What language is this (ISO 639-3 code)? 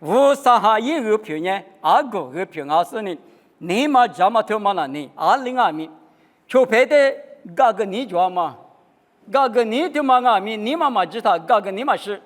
lis